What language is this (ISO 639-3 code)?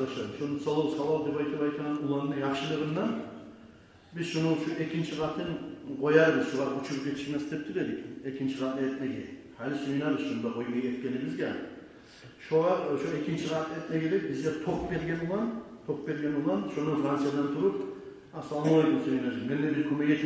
kum